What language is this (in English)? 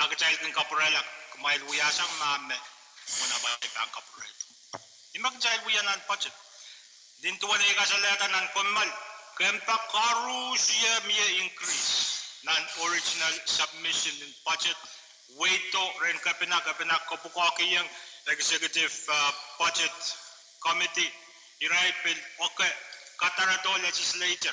Pohnpeian